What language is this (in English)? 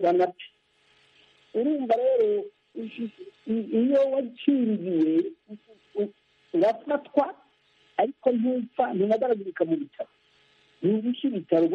Kinyarwanda